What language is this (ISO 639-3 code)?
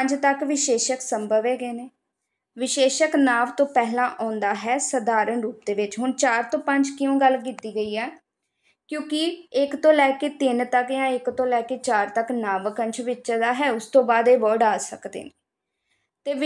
pan